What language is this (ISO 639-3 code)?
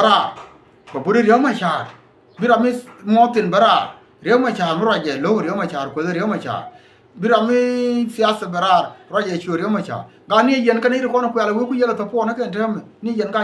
nus